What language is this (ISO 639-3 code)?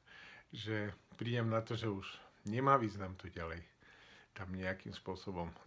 slk